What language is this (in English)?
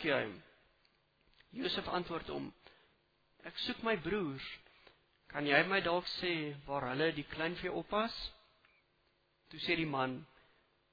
Afrikaans